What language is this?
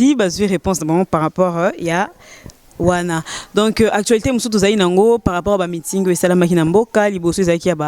Lingala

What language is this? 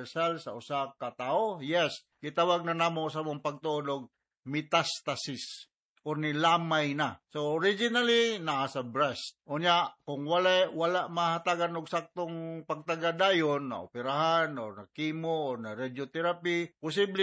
Cebuano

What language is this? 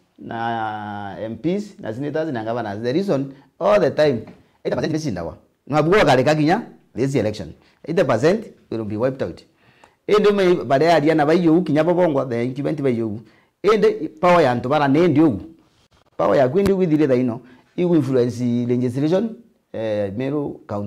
Meru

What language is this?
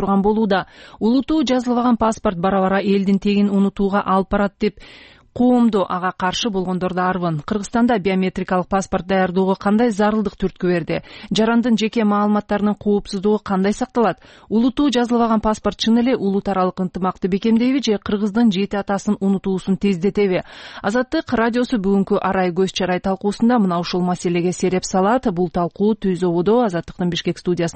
Kyrgyz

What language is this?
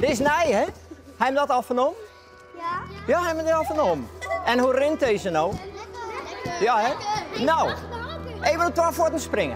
Western Frisian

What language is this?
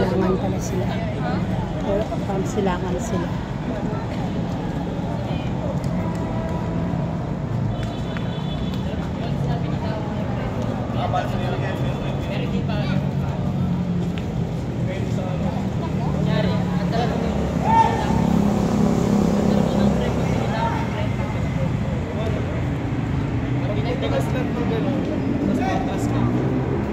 Filipino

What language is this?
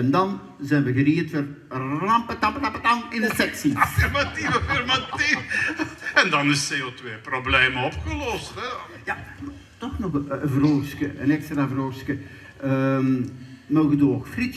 Limburgish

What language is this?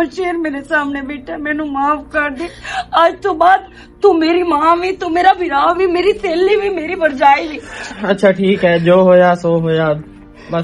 Western Panjabi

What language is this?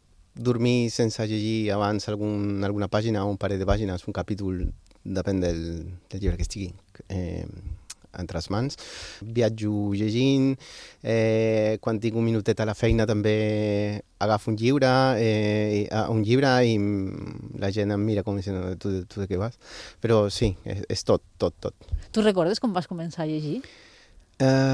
Catalan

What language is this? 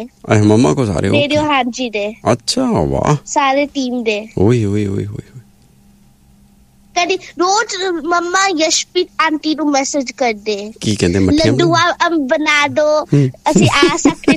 Punjabi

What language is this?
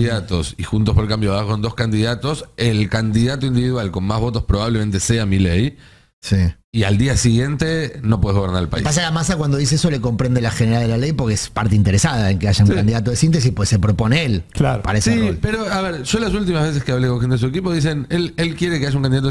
Spanish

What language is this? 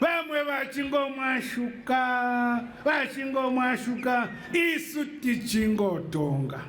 Shona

